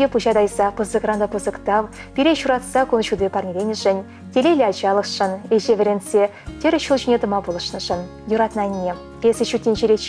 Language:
Chuvash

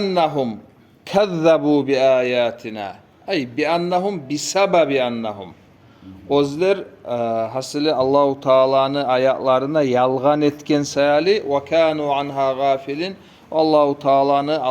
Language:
Kumyk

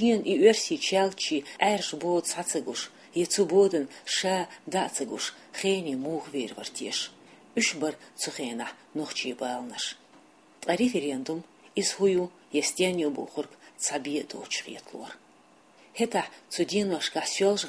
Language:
Chechen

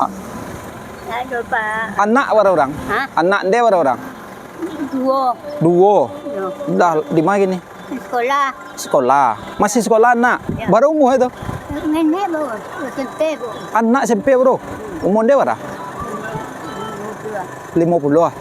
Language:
Minangkabau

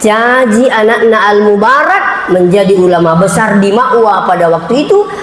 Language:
Buginese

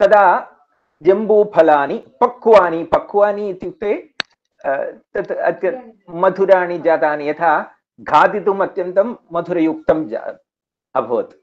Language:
Sanskrit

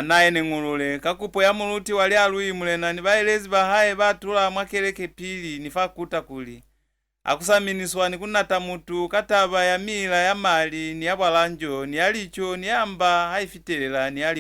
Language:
Lozi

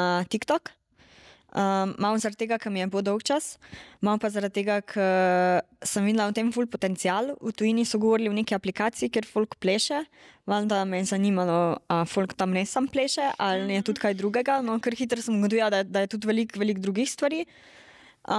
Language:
Slovenian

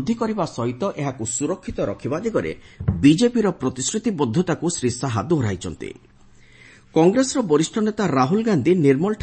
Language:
Odia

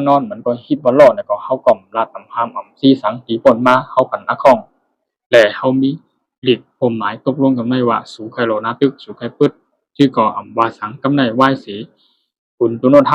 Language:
Shan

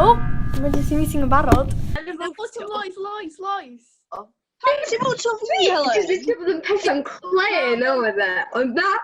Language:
Welsh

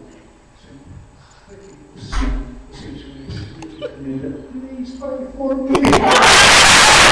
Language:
Afrikaans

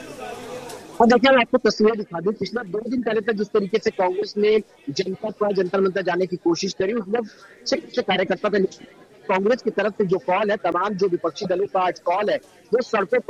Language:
Hindi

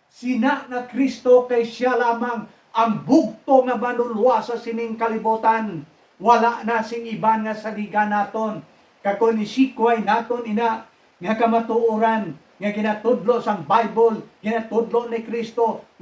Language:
Hiligaynon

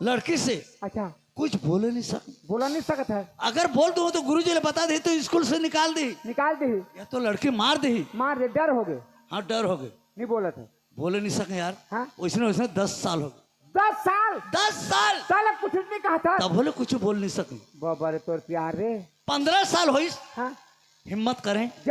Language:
Chhattisgarhi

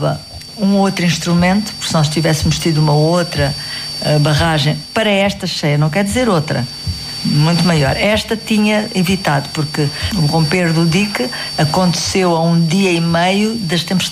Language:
Portuguese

